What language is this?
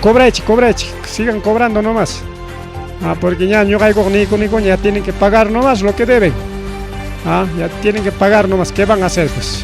Ayacucho Quechua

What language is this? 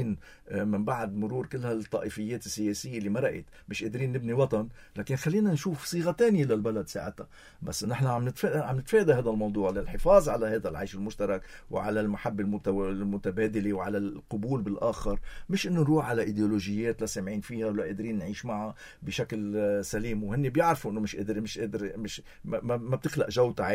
North Levantine Arabic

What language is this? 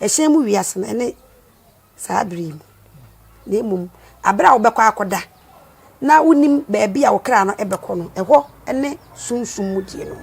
Akan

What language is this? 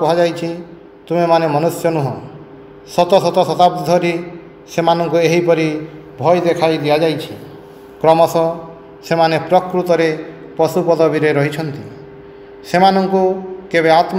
Odia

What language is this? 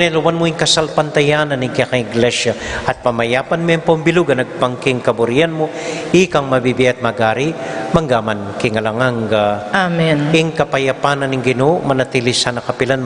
Pampanga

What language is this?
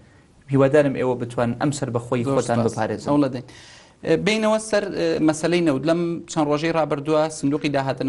Central Kurdish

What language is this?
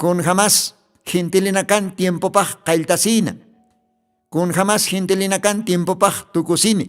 Aymara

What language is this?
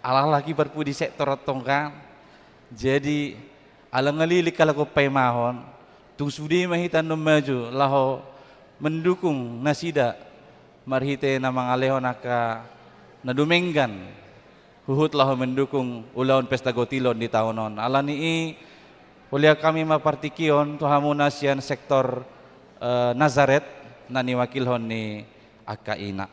Batak Toba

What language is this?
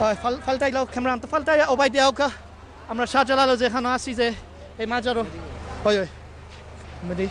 Sylheti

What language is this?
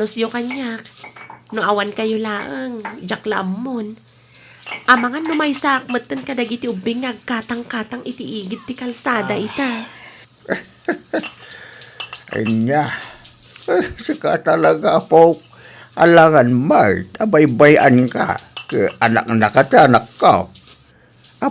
Iloko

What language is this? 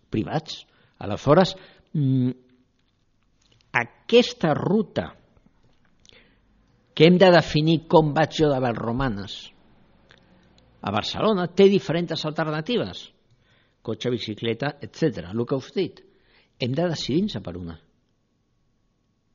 Catalan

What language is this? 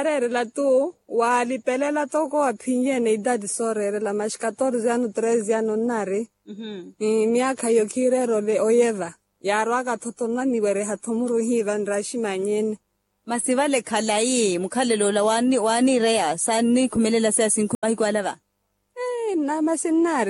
Makhuwa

